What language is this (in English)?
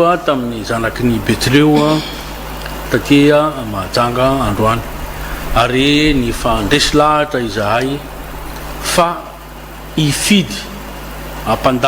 Malagasy